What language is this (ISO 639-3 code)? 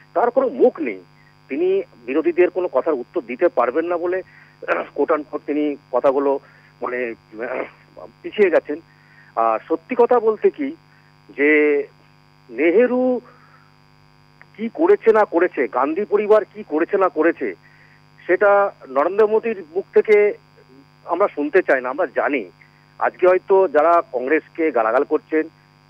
ben